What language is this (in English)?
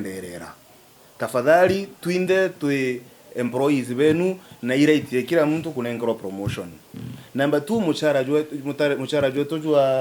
Meru